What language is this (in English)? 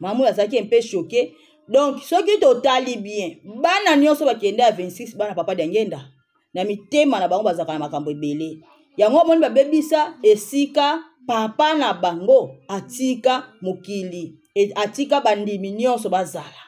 Lingala